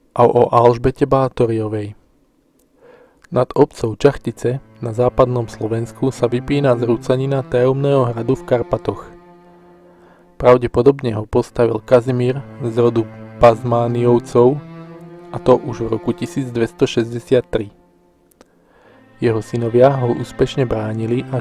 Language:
Slovak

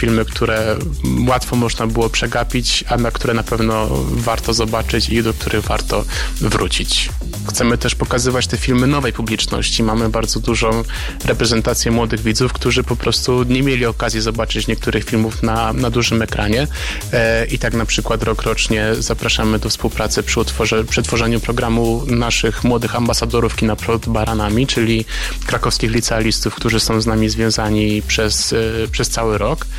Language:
Polish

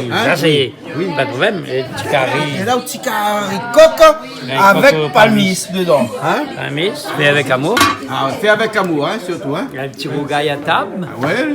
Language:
Réunion Creole French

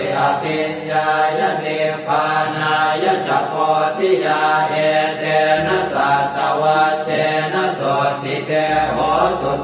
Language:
Pali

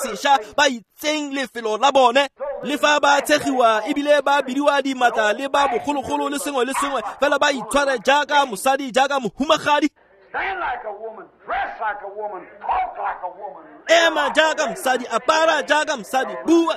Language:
Tswana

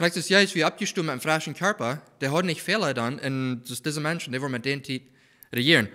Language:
Plautdietsch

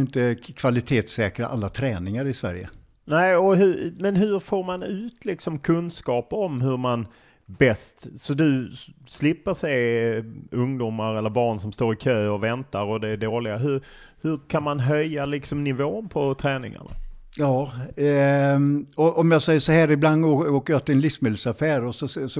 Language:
Swedish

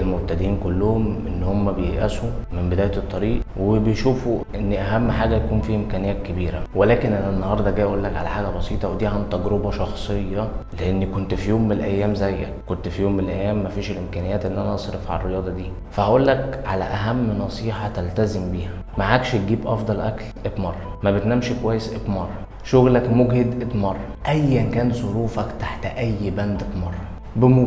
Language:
Egyptian Arabic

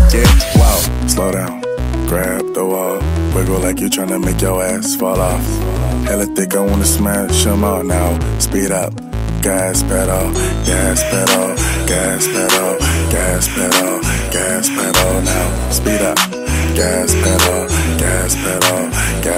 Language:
English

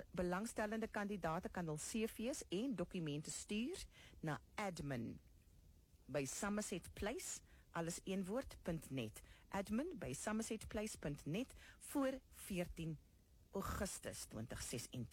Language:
Afrikaans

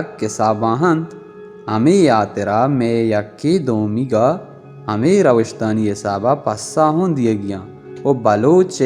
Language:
Baluchi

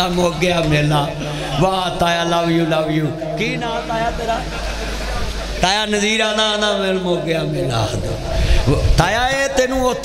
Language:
Western Panjabi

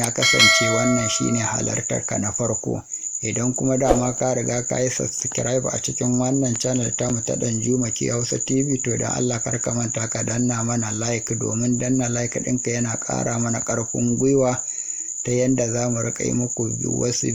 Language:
Hausa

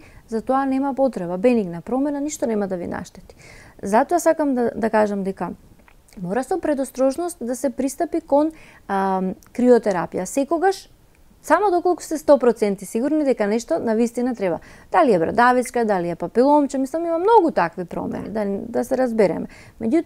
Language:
Macedonian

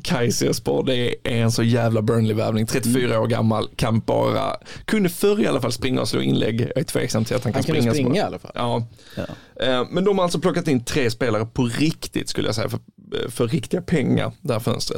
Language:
Swedish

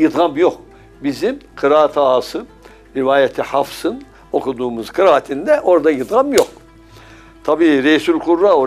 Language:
Turkish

